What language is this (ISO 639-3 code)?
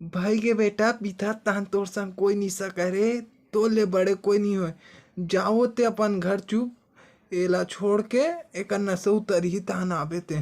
hne